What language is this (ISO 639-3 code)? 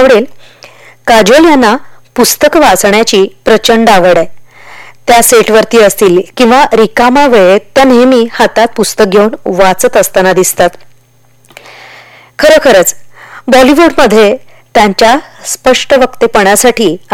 mar